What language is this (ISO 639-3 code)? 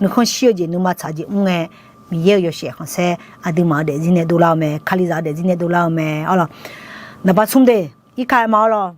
ahk